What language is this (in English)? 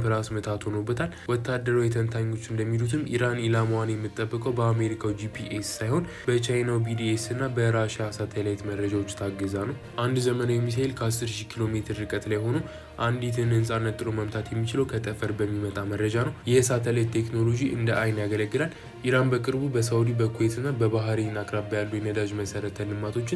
Amharic